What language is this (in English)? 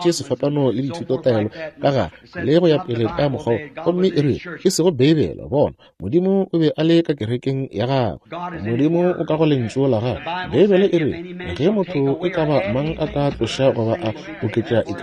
Northern Sotho